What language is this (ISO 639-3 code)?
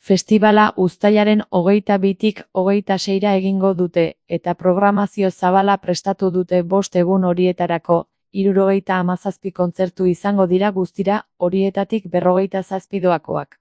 eus